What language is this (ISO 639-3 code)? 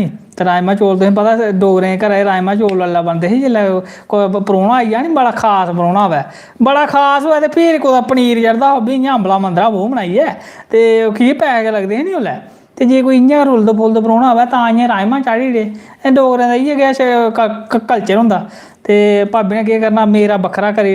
doi